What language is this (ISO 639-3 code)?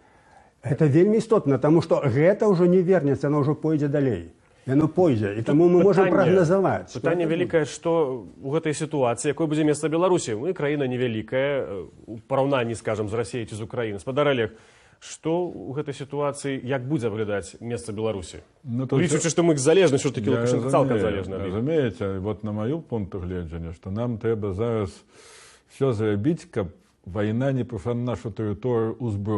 bel